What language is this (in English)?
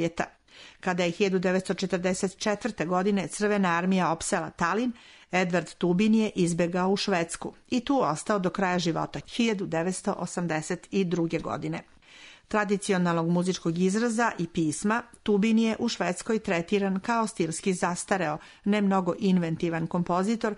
Serbian